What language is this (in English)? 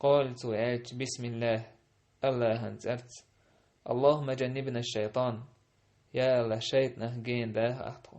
Chechen